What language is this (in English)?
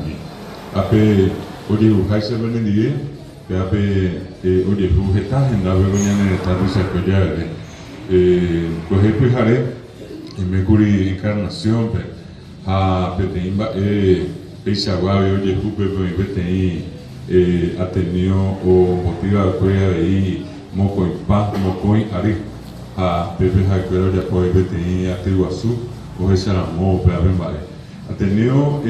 Guarani